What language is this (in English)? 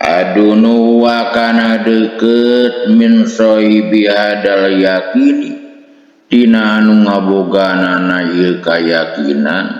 Sundanese